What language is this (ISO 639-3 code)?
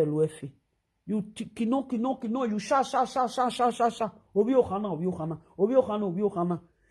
pcm